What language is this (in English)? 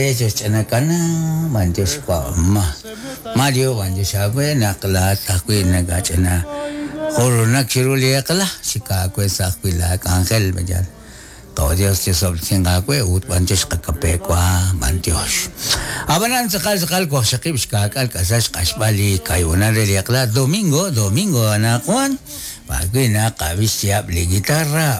Kekchí